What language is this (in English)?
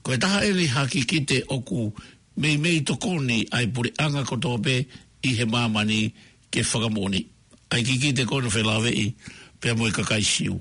Tongan